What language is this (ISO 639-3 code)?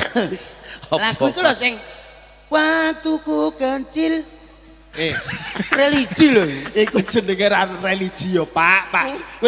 jav